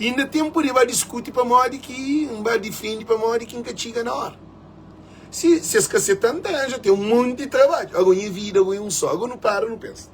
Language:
Kabuverdianu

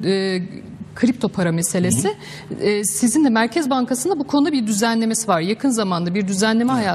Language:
Turkish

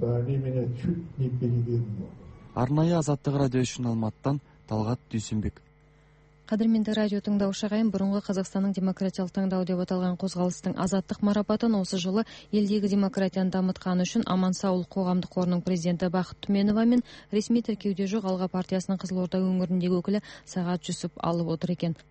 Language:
Kazakh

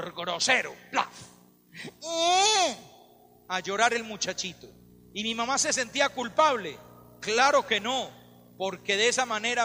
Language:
Spanish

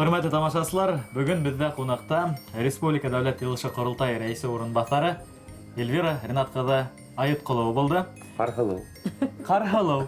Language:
Bashkir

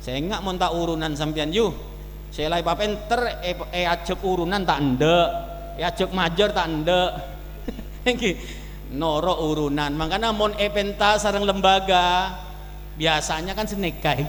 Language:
Madurese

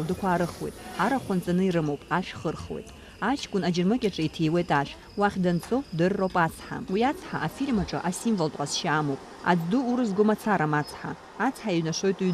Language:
Abkhazian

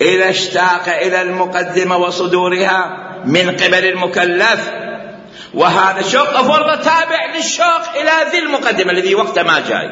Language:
Mesopotamian Arabic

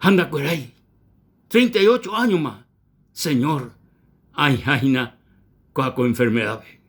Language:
Guarani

